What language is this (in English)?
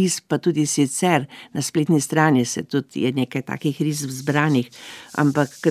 Slovenian